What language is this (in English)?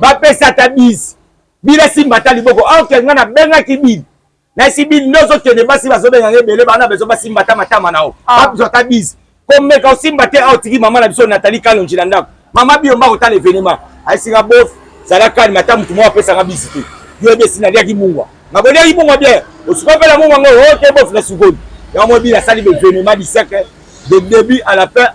Lingala